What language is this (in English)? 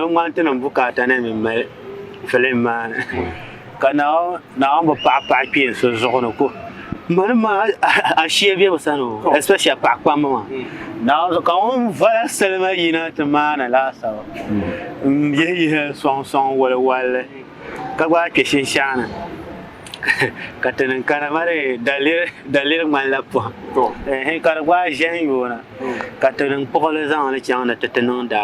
Dagbani